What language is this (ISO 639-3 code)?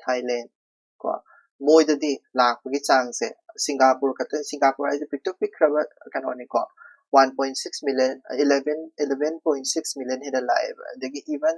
mni